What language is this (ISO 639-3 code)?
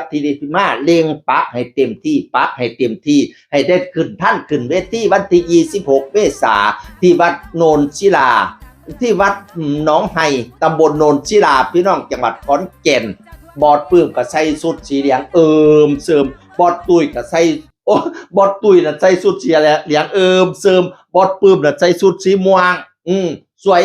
tts